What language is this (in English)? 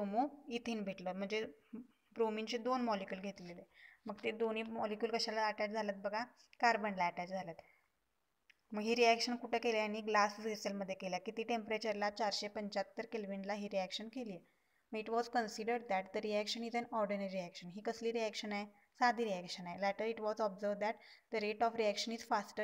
Marathi